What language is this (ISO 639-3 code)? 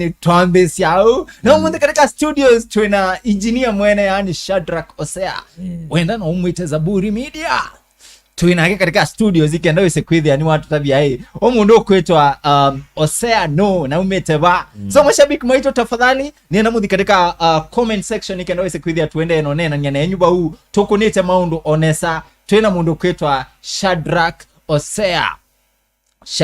kam